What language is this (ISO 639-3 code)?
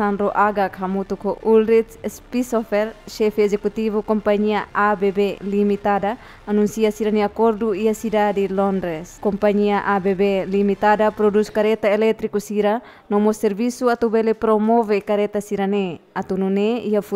tet